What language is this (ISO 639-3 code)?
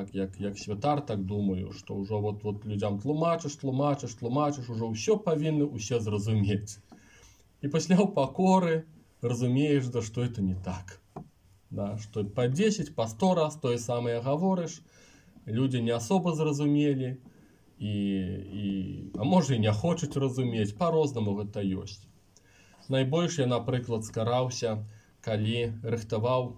bel